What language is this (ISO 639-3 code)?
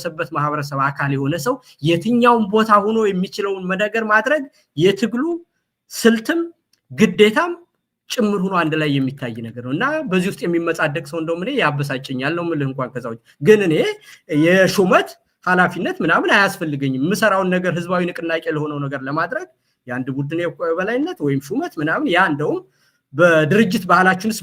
amh